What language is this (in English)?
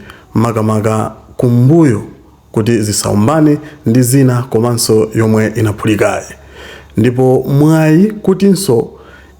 Nyanja